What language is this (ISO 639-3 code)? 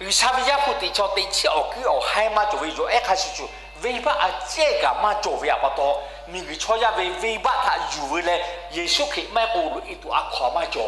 lhu